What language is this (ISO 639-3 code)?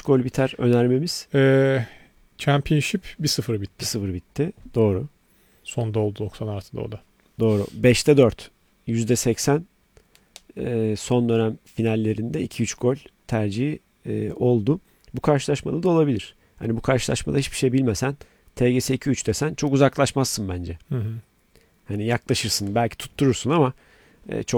tur